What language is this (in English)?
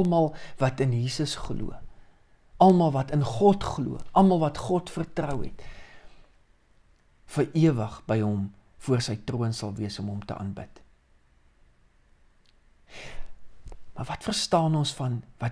Afrikaans